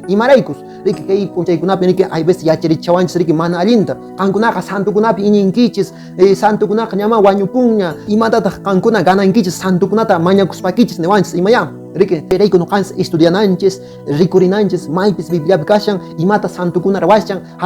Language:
Quechua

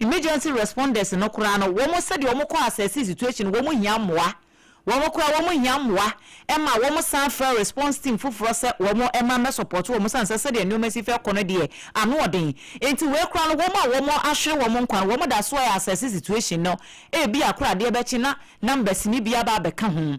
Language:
Akan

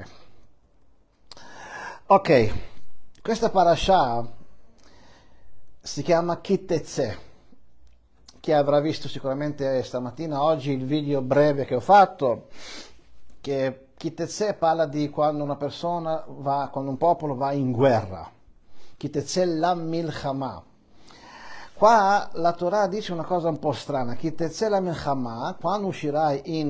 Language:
Italian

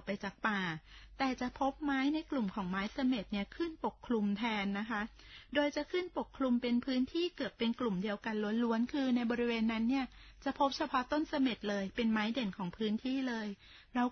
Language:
Thai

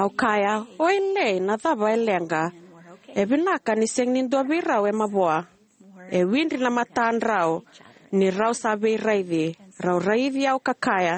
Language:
Fijian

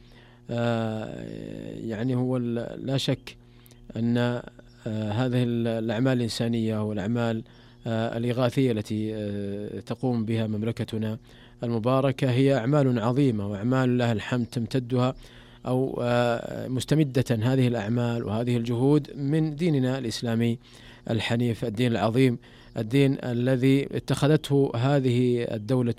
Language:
Arabic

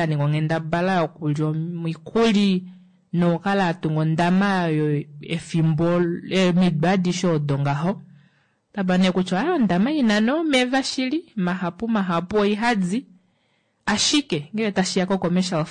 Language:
Kuanyama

